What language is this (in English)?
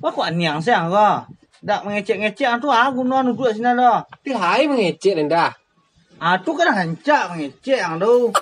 Minangkabau